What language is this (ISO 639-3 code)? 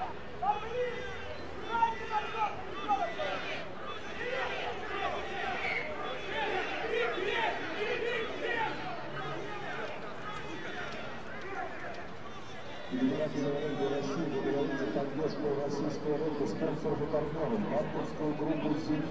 rus